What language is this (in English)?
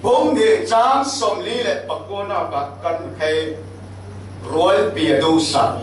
Falam Chin